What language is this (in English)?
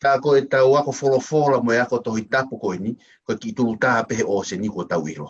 Tongan